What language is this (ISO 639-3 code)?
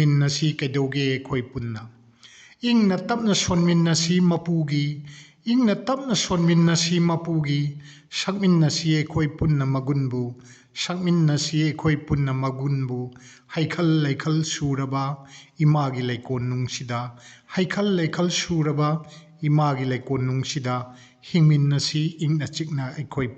mni